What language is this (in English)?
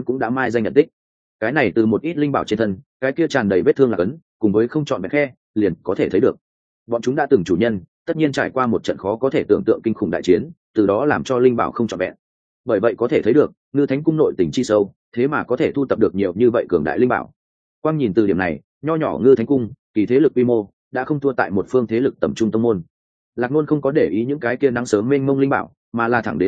Vietnamese